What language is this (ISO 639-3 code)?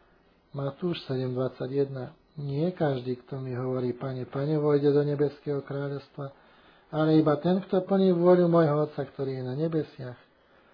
slk